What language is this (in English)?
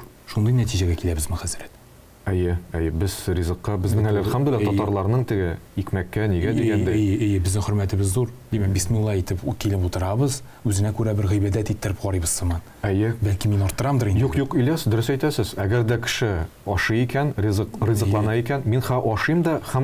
Tatar